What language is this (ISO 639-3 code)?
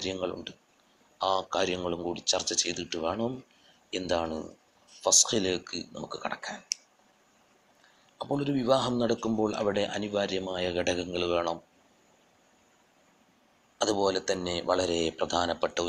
mal